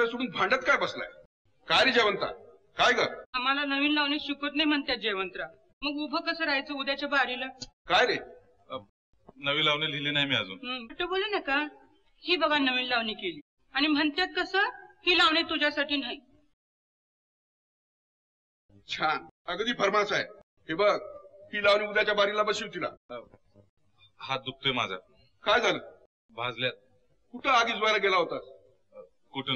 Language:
Marathi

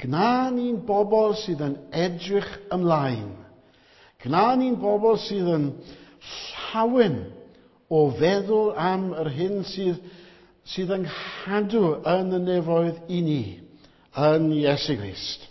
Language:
Welsh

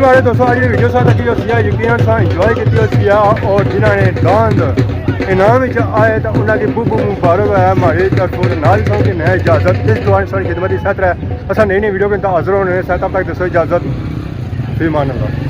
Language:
Pahari-Potwari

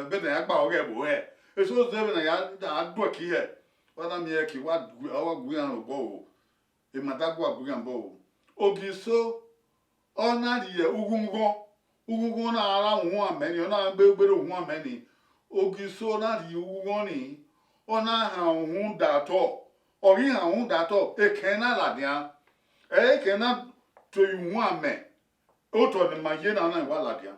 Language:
Bini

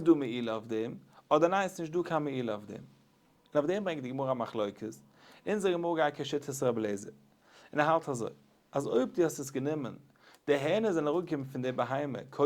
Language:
Yiddish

